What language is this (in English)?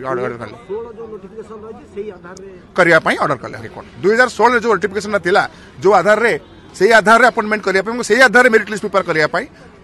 Odia